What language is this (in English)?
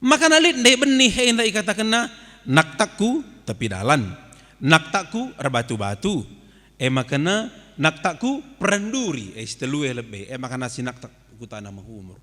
Batak Karo